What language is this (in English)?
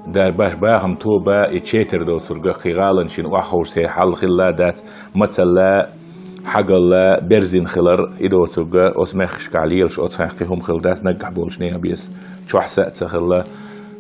Chechen